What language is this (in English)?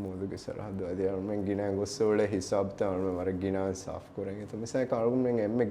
Divehi